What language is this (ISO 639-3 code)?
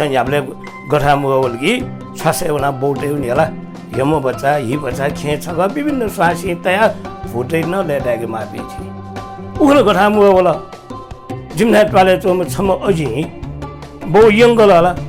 new